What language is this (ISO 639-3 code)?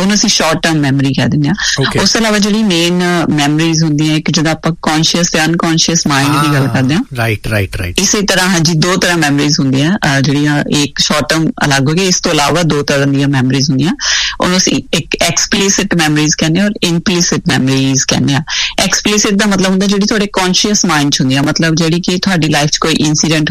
pan